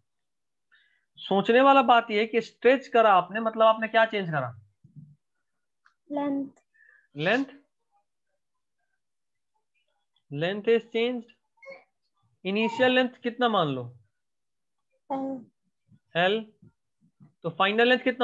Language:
Hindi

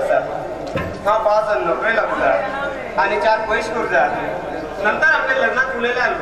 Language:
Konkani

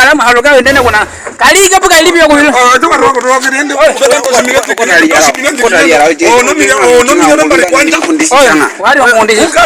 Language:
Nyaneka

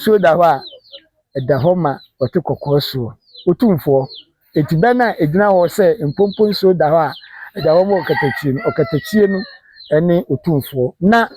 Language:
Akan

